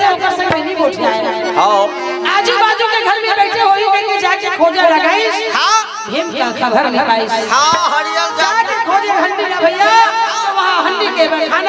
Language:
Chhattisgarhi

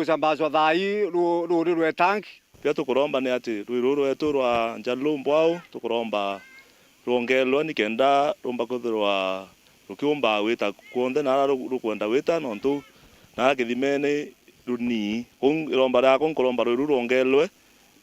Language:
Meru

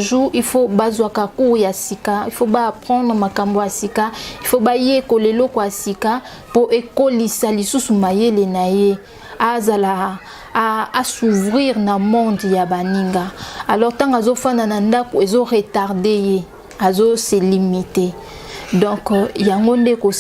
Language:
Lingala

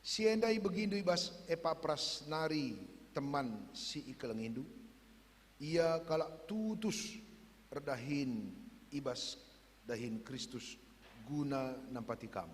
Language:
Batak Karo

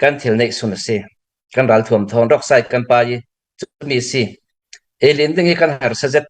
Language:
Hakha Chin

